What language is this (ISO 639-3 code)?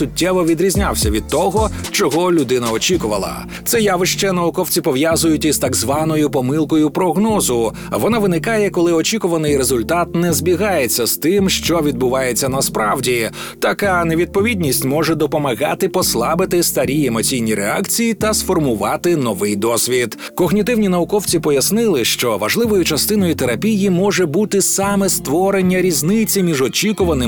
ukr